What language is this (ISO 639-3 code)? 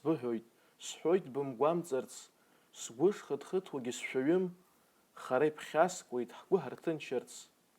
abk